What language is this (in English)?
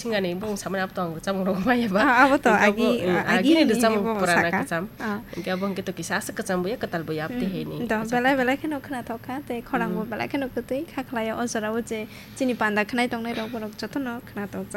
Kok Borok